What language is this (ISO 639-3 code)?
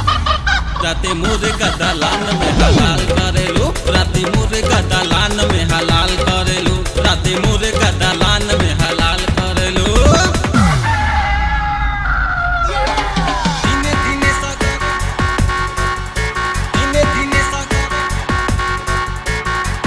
bho